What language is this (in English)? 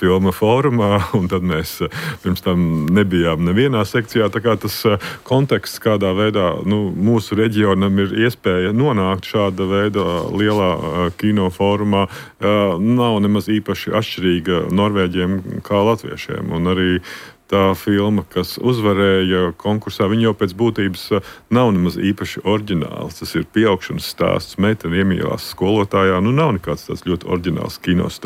Latvian